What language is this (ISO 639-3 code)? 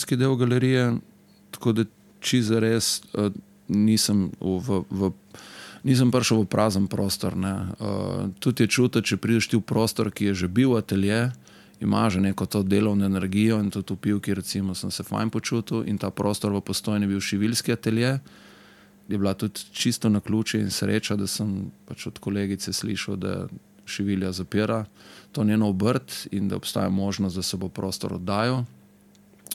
slv